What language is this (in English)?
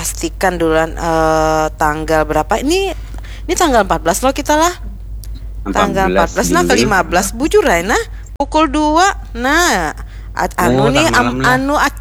Banjar